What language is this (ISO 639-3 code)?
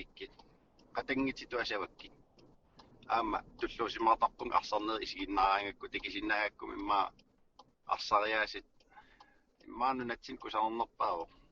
kal